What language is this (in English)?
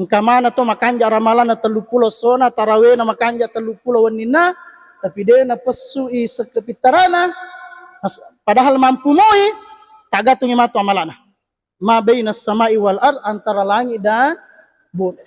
Buginese